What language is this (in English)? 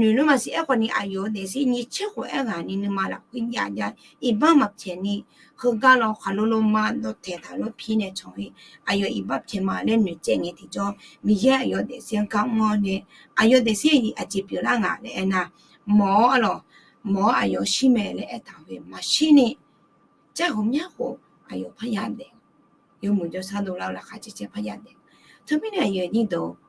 Akha